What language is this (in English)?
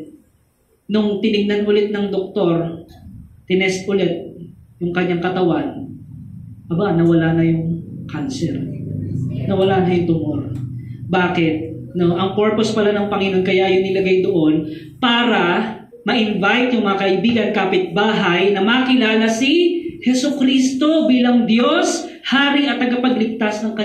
Filipino